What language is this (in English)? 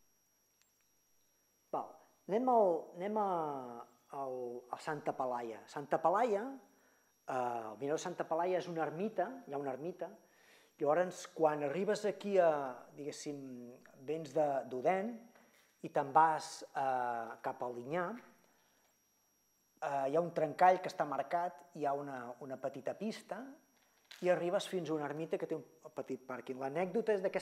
Catalan